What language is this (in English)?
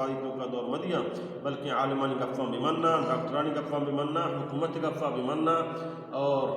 Baluchi